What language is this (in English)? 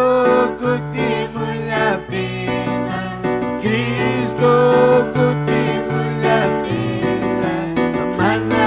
Ayacucho Quechua